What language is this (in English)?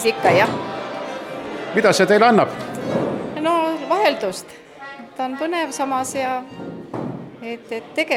Estonian